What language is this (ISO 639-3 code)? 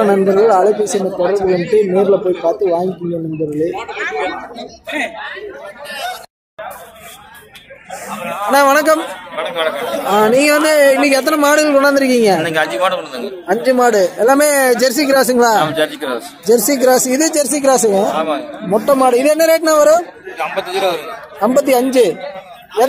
tam